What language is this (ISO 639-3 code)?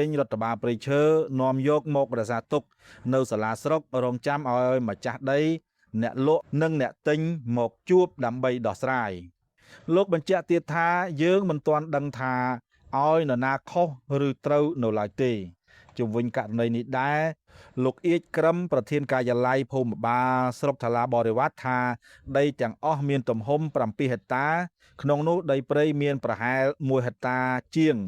khm